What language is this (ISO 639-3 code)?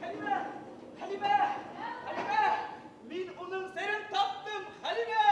bak